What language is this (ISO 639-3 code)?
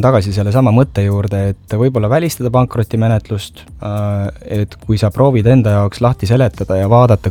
est